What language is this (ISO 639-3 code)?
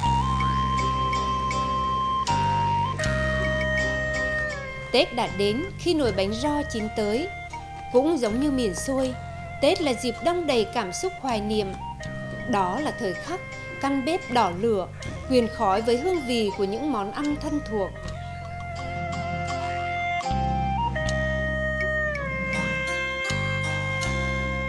vie